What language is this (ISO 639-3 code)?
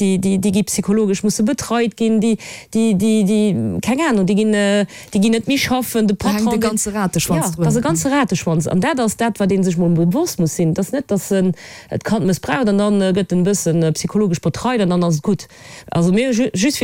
ltz